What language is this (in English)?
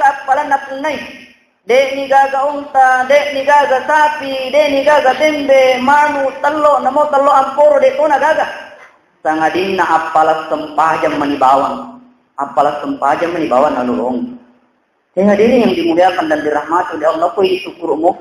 Buginese